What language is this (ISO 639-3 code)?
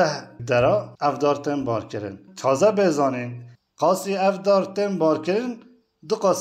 kur